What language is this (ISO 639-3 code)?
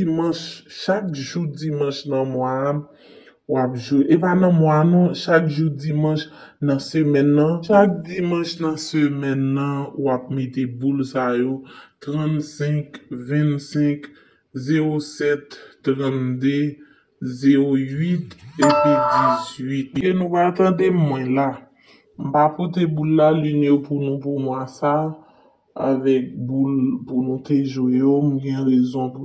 hat